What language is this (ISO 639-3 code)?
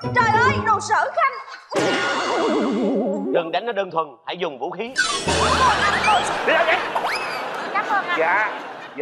vie